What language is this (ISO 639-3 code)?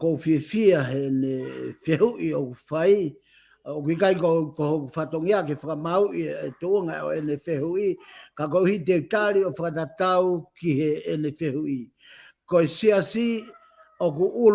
ton